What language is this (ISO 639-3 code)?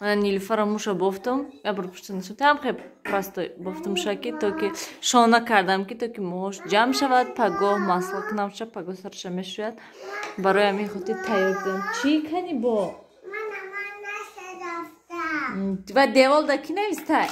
tgk